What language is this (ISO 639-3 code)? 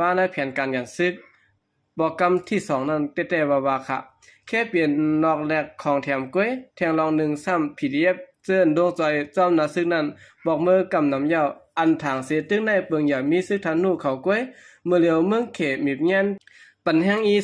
shn